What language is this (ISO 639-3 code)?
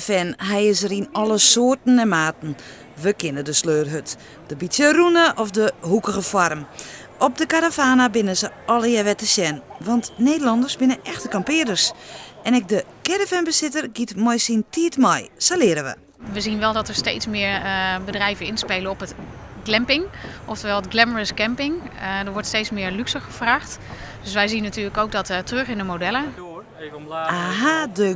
fry